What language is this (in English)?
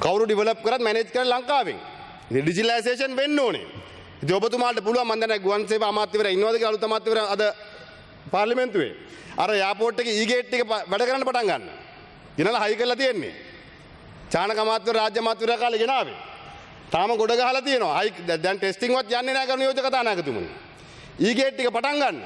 Sinhala